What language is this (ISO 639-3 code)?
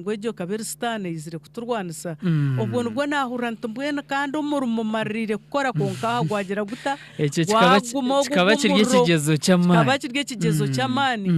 nyn